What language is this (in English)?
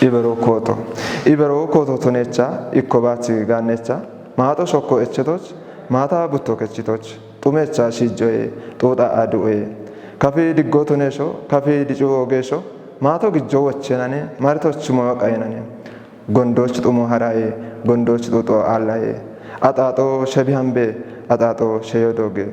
Kafa